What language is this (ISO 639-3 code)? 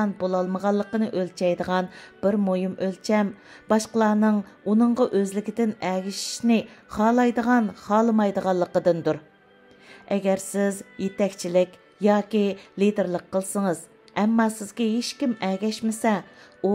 uig